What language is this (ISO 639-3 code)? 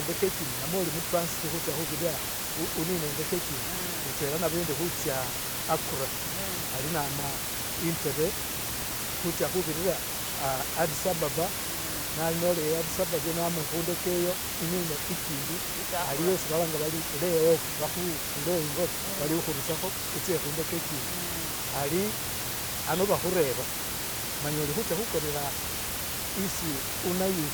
myx